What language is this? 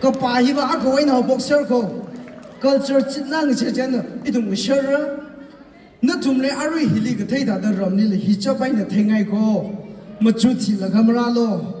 Tangkhul Naga (India)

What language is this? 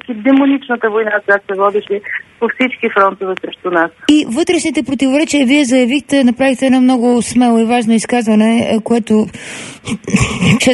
Bulgarian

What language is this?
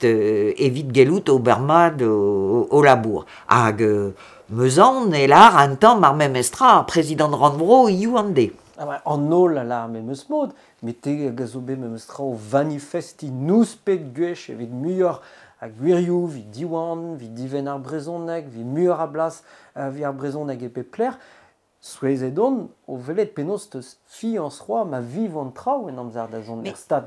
Breton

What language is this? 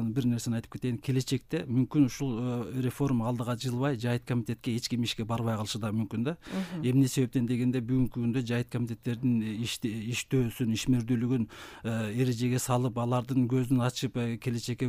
Kyrgyz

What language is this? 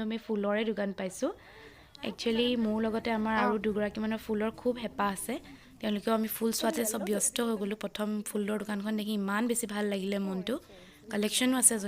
Assamese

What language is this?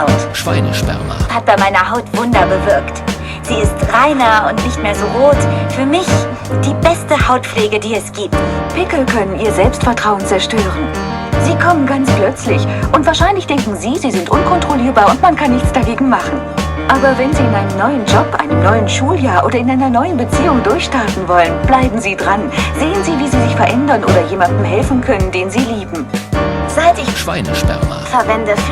Swiss German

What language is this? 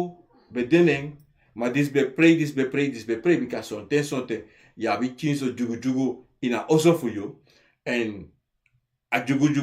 Sranan Tongo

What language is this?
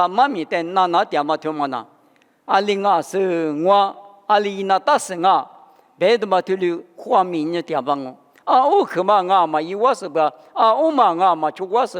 Lisu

